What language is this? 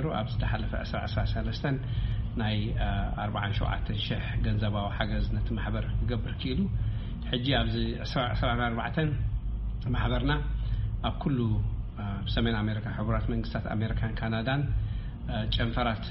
Tigrinya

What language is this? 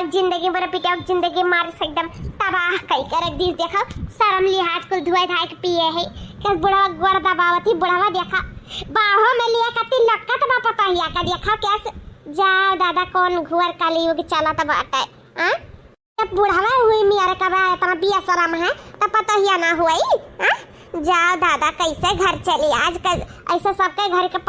Awadhi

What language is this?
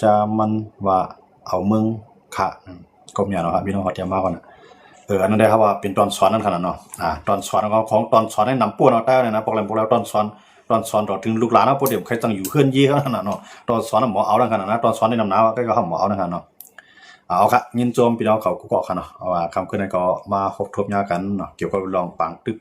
Shan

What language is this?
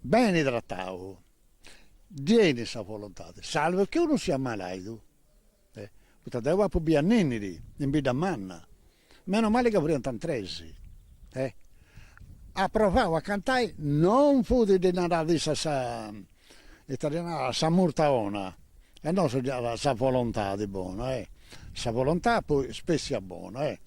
Sardinian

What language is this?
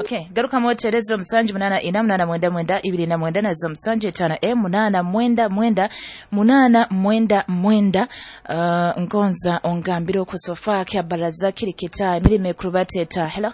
Nyoro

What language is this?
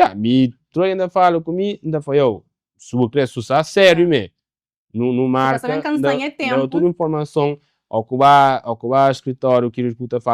Kabuverdianu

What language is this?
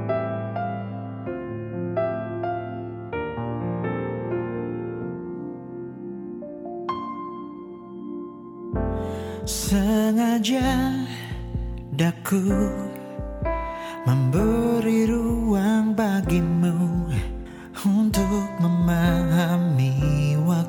Indonesian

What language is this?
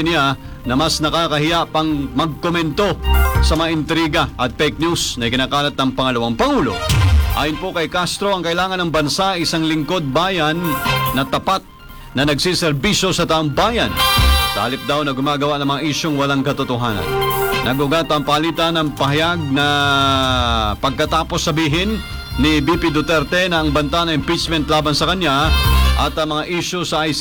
Filipino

